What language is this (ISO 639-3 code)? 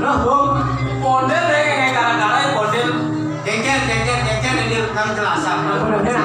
ban